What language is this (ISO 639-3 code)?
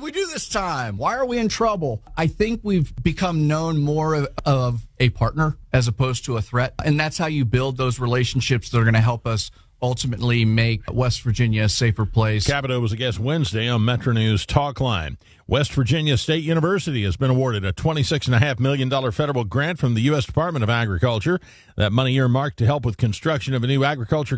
eng